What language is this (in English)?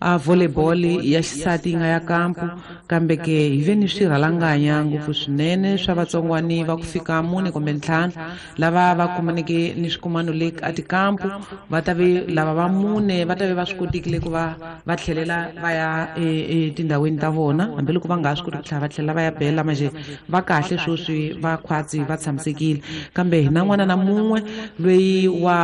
Tsonga